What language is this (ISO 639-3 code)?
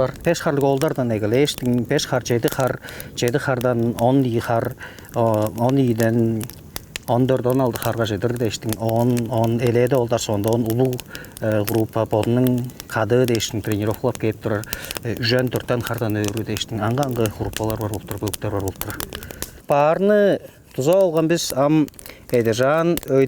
tyv